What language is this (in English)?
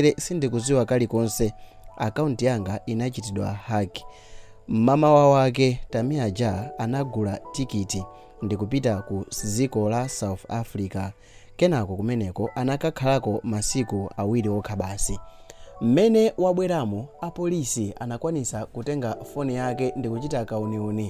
Nyanja